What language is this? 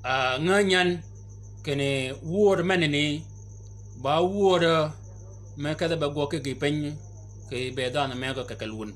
Shilluk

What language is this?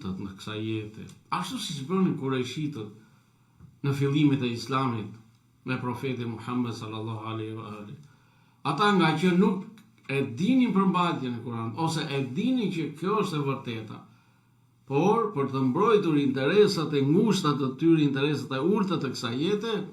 Albanian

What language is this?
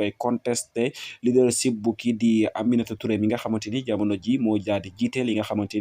Wolof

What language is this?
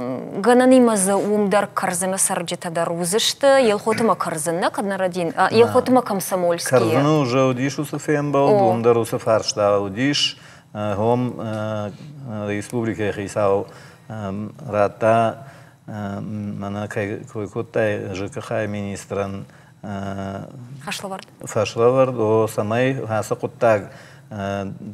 Ossetic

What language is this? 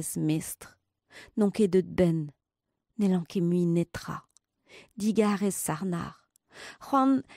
Breton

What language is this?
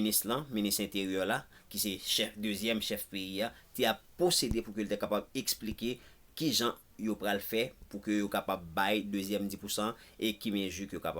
Haitian Creole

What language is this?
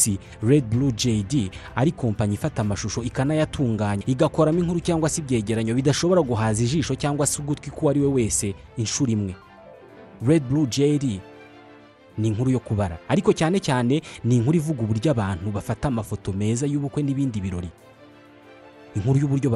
Kinyarwanda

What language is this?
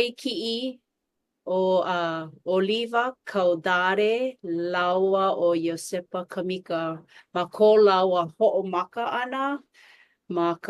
Hawaiian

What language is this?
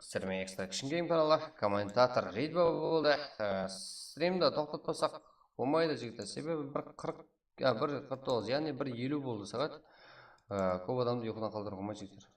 Kara-Kalpak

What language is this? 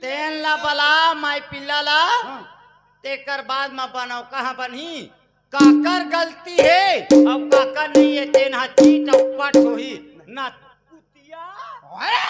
Chhattisgarhi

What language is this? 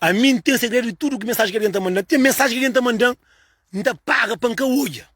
Kabuverdianu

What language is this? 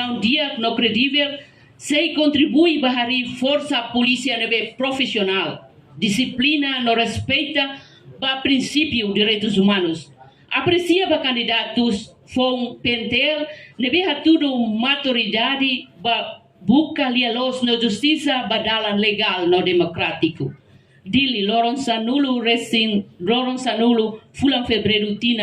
Tetum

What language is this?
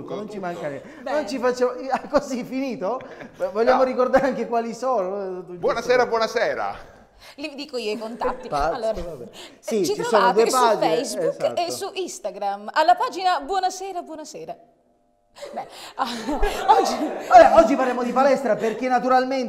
Italian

